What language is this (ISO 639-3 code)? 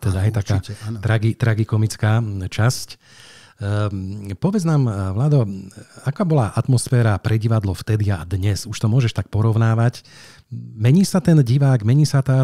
slk